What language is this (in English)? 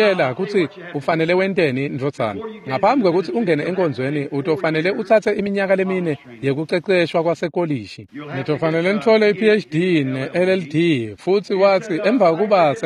Swati